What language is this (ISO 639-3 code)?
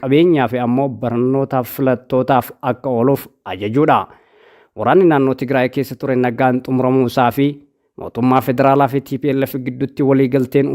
orm